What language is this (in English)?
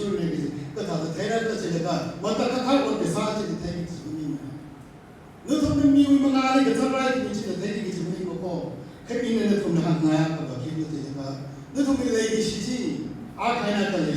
Tangkhul Naga (India)